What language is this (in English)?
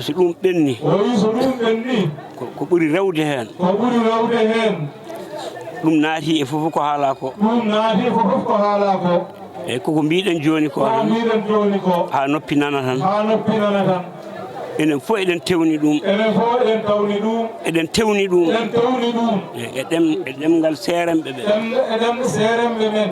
Fula